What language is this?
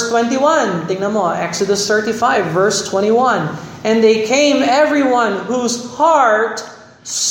Filipino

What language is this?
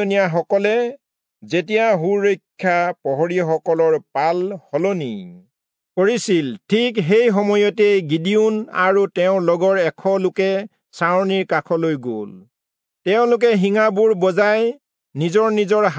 Assamese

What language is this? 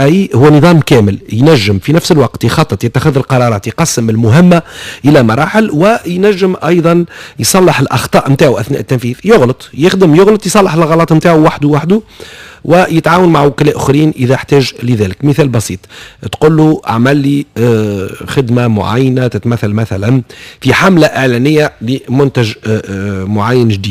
Tunisian Arabic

